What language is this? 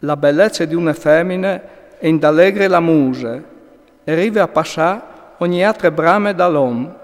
Friulian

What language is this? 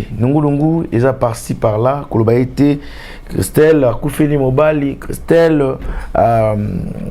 Lingala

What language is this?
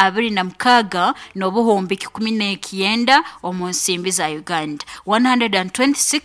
Nyoro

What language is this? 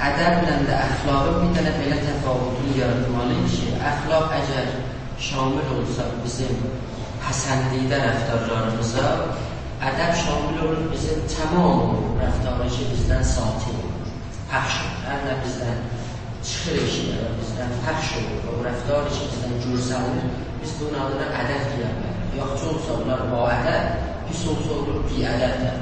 South Azerbaijani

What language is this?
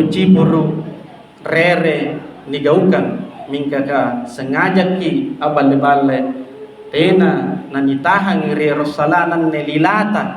Makasar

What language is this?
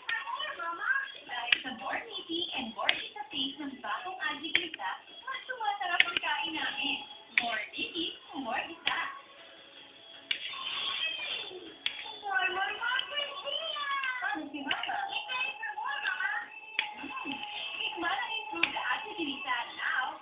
Filipino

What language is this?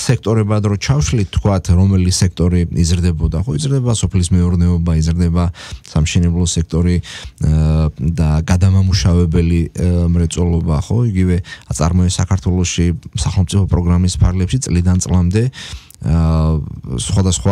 Georgian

